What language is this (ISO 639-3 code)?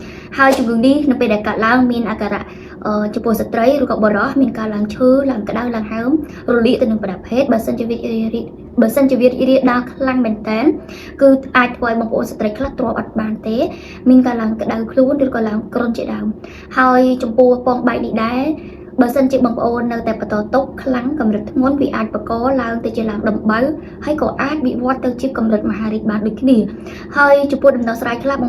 khm